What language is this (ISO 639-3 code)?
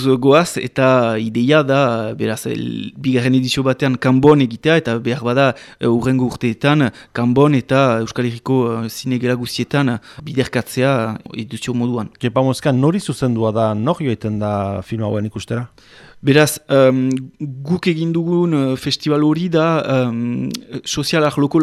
eus